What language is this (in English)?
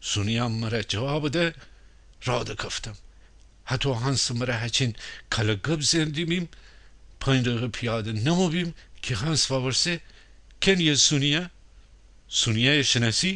Gilaki